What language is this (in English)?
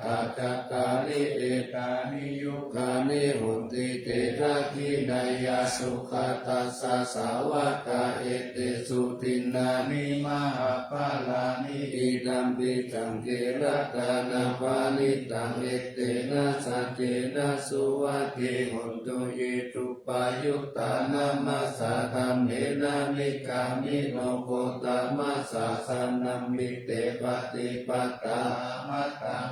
Pali